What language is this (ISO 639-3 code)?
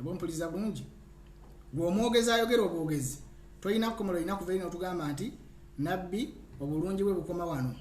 lug